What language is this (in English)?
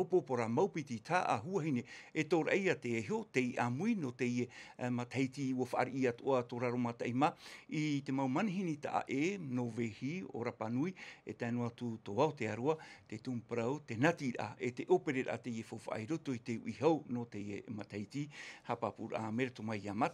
Tahitian